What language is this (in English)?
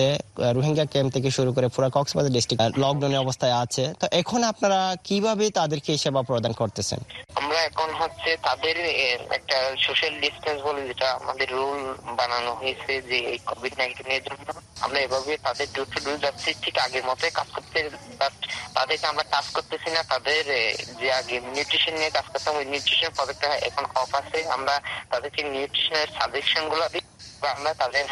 Bangla